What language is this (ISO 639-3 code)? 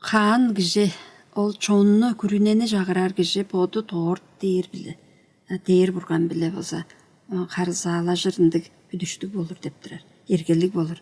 tyv